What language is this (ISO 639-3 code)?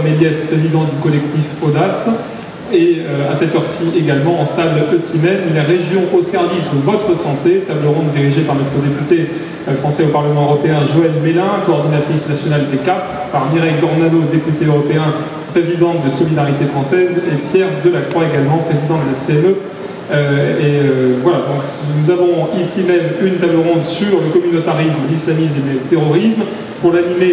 fra